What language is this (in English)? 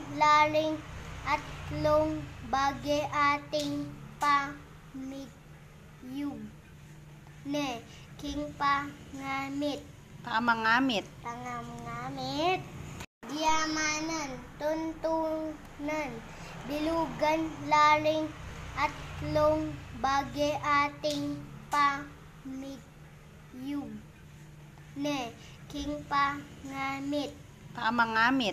Pampanga